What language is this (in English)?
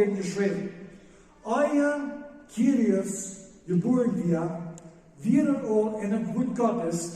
Plautdietsch